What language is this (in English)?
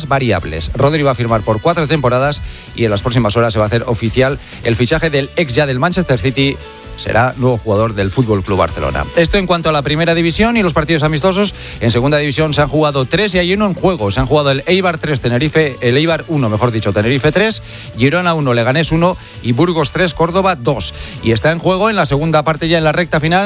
Spanish